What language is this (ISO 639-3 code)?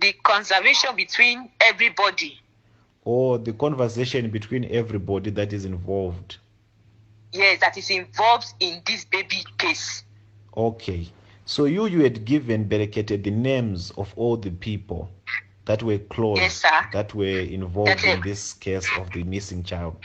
pcm